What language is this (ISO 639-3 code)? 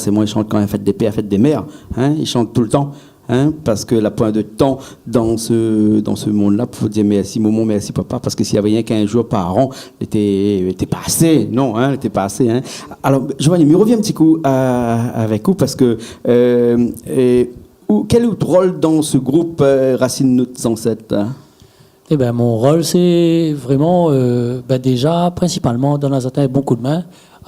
rcf